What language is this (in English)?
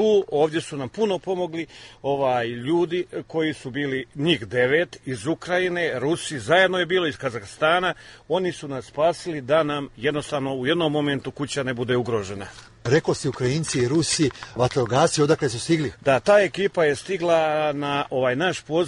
Croatian